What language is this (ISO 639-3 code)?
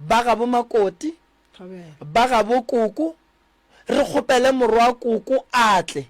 nso